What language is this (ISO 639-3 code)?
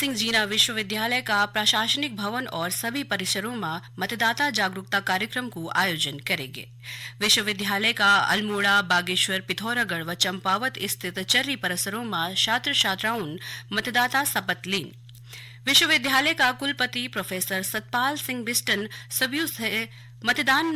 gbm